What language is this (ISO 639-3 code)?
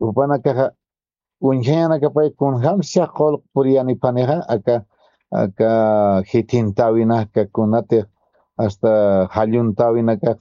aym